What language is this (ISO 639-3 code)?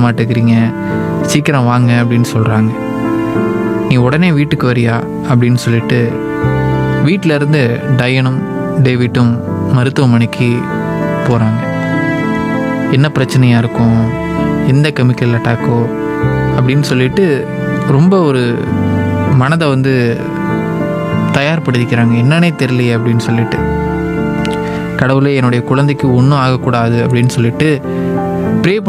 tam